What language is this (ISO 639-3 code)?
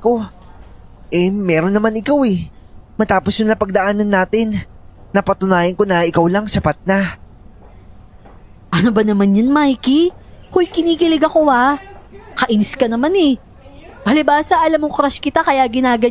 fil